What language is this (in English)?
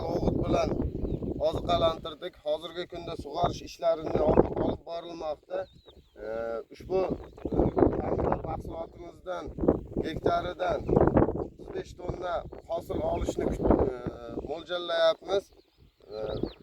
Uzbek